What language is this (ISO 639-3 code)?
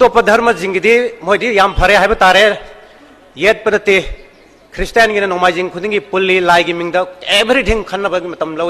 mni